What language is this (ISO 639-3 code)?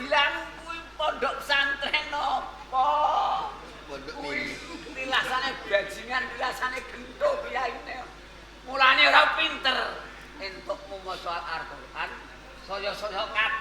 jav